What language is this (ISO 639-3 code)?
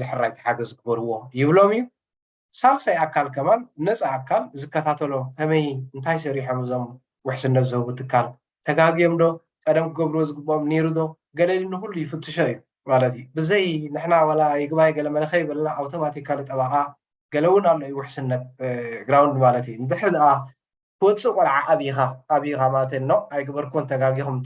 tir